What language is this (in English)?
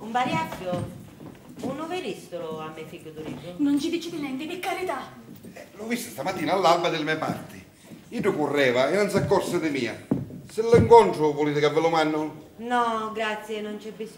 Sicilian